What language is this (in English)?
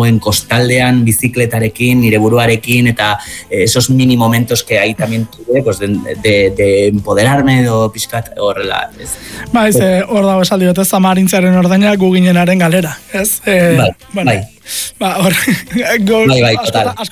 Basque